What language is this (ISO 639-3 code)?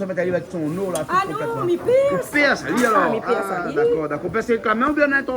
rcf